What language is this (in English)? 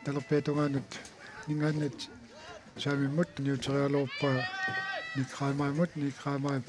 Kalaallisut